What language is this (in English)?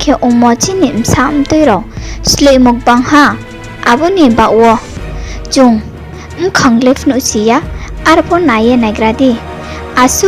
Riang (India)